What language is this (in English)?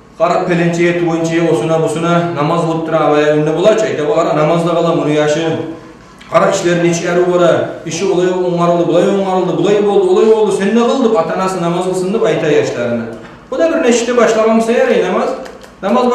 Kumyk